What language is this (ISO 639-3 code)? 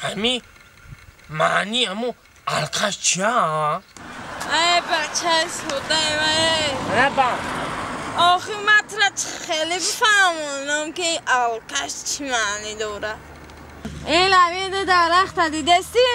tgk